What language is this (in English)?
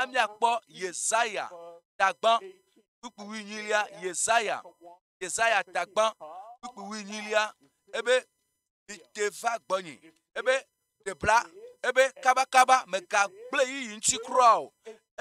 Ewe